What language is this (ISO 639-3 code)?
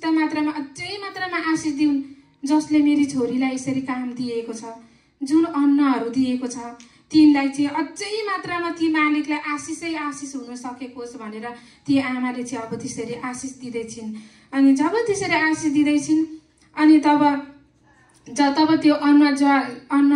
nep